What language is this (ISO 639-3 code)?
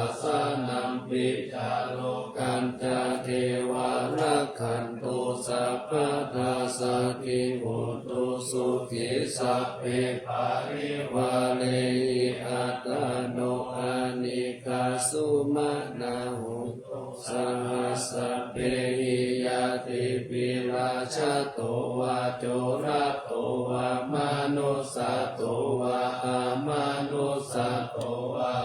pli